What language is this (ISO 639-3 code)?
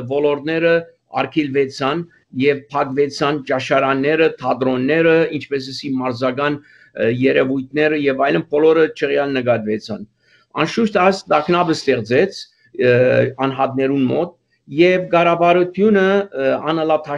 hye